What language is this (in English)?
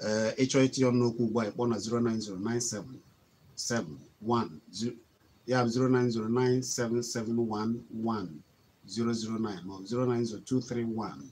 Igbo